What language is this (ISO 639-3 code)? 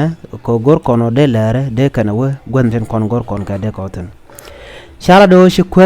nus